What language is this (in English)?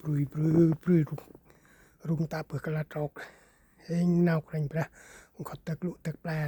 Central Mnong